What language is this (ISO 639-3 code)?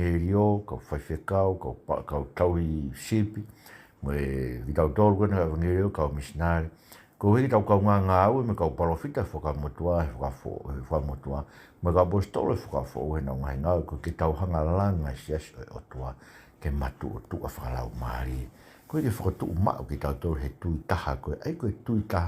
ton